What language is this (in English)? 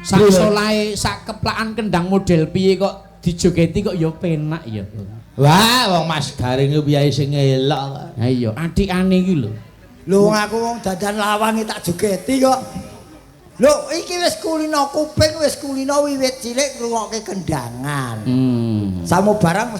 Javanese